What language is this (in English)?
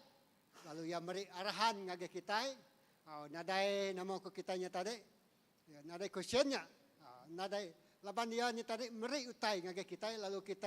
Iban